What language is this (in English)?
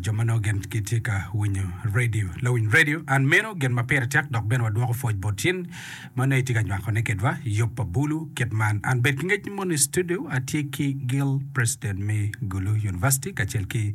Acoli